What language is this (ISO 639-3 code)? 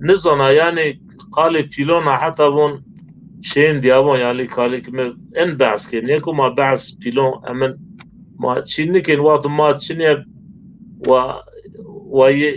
zza